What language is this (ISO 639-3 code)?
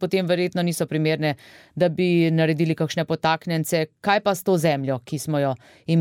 slv